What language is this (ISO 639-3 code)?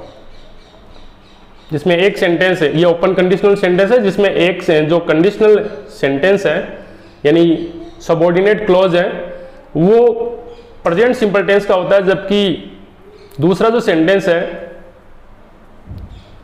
hin